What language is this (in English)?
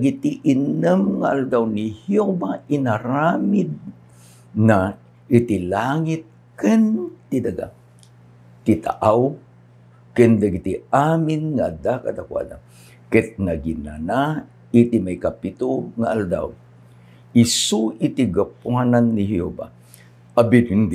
Iloko